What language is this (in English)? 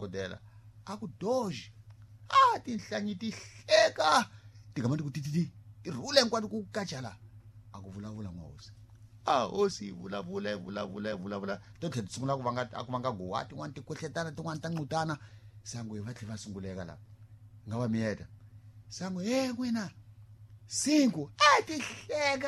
Tsonga